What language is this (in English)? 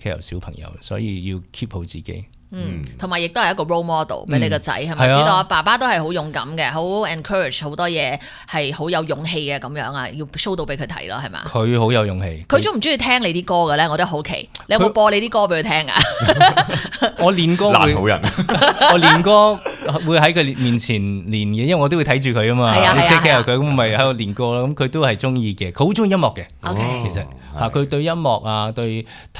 Cantonese